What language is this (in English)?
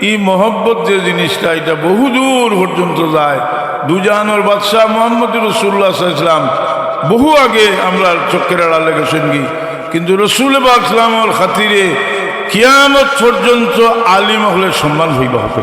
Sylheti